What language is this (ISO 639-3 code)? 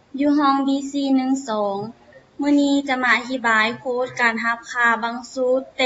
lao